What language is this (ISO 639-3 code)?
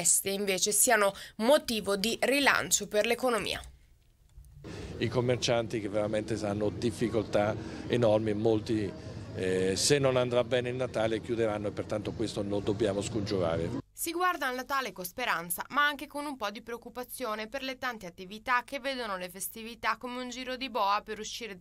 ita